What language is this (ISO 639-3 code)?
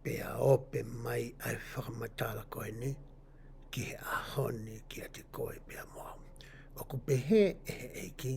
ton